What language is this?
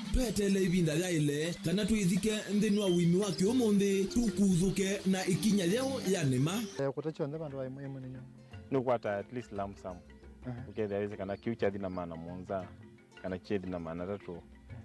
Kamba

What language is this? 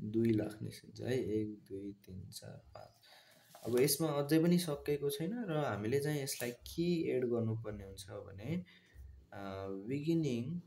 Nepali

